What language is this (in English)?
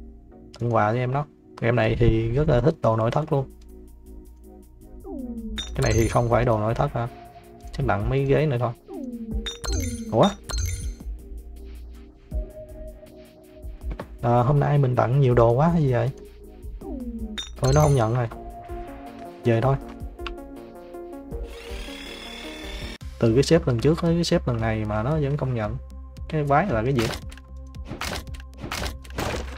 Vietnamese